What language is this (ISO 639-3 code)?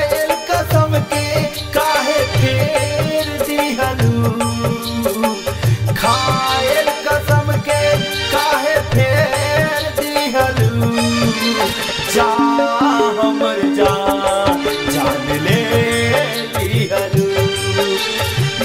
bho